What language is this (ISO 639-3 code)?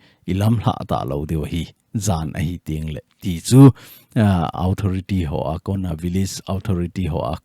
tcz